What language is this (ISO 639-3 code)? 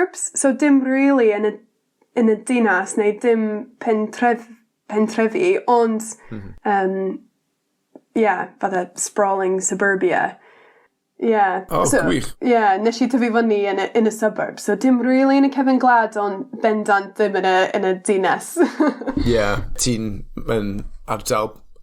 cym